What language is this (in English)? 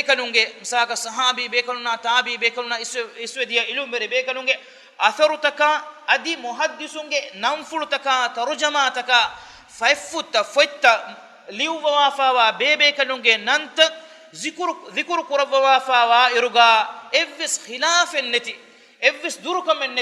Divehi